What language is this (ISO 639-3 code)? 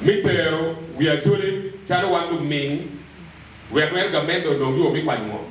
ach